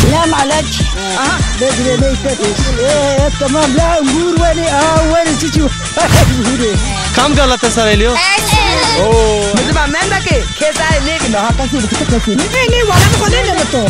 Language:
Zaza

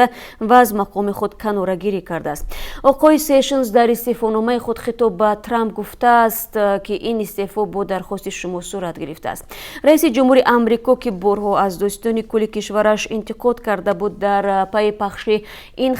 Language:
Tajik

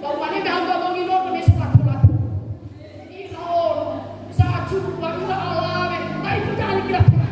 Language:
Nias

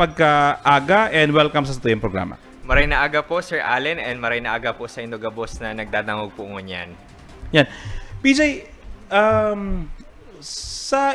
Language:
Bikol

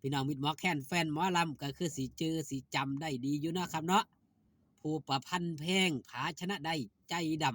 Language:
Northeastern Thai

